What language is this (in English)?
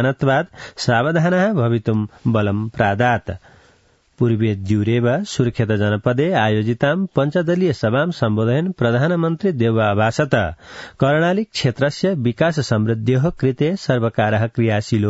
Sanskrit